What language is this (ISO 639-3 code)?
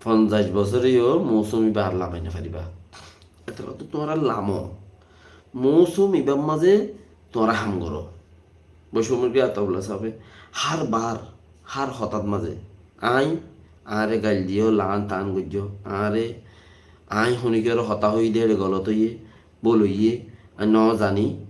rhg